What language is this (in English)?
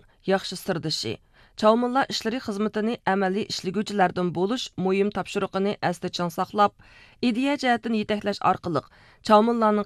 Uyghur